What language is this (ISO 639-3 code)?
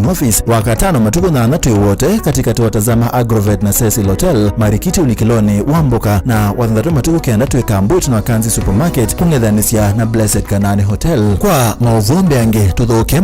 kam